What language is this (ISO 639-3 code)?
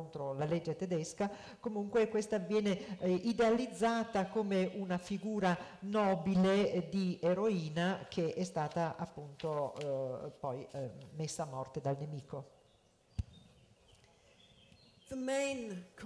ita